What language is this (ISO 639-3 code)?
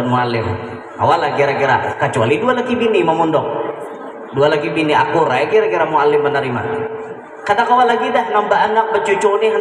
bjn